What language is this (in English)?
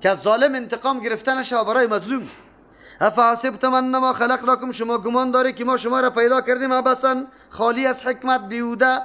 Persian